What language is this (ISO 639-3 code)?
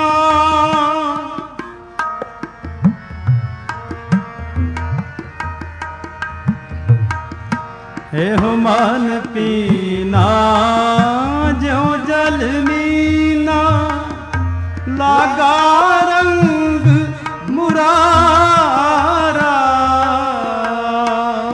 pan